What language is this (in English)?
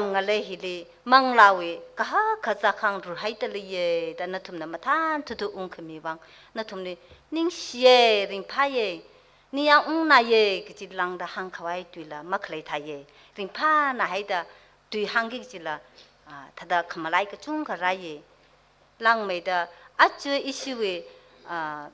Tangkhul Naga (India)